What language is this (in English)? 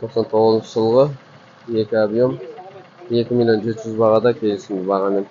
Kazakh